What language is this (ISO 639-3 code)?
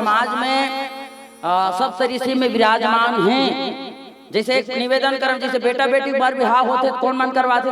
hne